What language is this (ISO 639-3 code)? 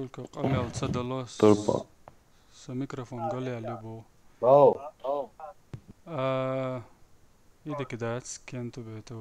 che